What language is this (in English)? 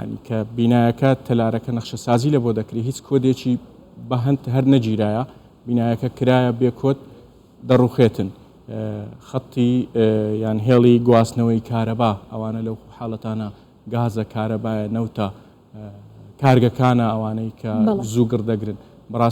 Central Kurdish